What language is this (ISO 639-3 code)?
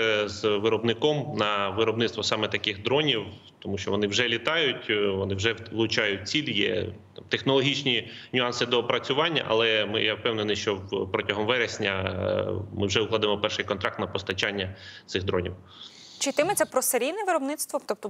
ukr